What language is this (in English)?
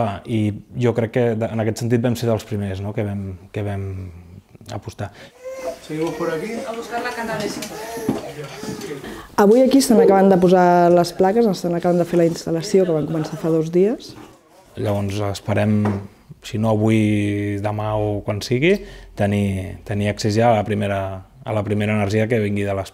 Catalan